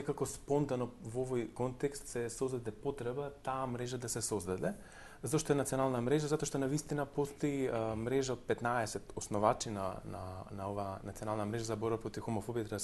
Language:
Macedonian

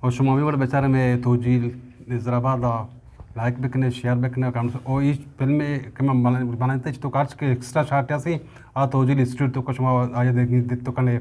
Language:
Eastern Balochi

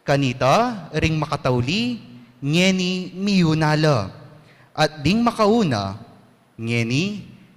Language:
Pampanga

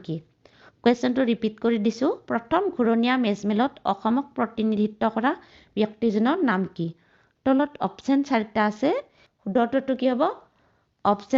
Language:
Assamese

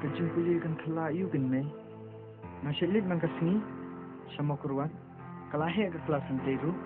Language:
Khasi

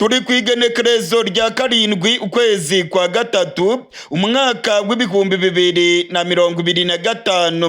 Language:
Rundi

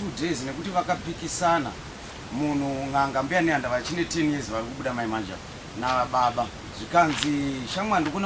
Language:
Shona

